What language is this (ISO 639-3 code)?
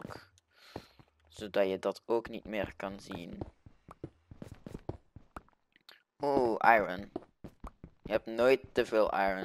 nld